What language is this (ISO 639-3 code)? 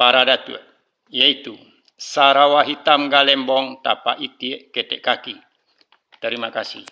min